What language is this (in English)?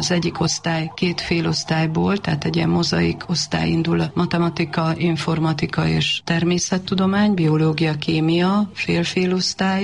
Hungarian